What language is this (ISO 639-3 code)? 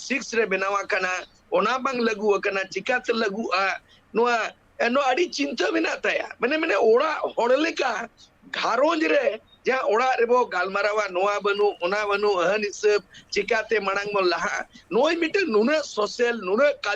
sat